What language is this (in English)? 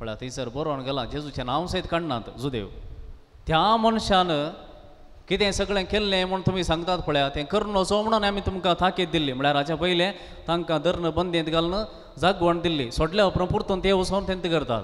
Konkani